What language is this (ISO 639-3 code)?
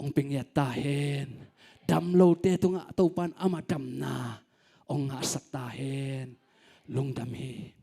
ctd